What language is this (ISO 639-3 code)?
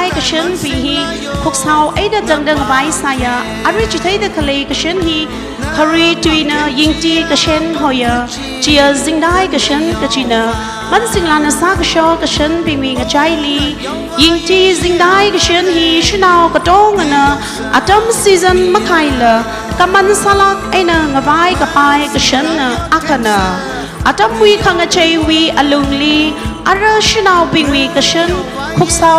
nmf